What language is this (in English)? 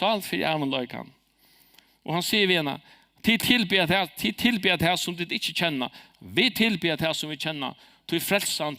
Faroese